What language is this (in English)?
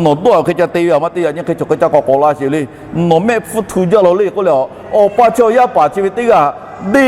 Lahu